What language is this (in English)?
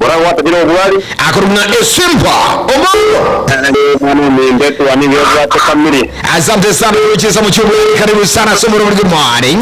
Gusii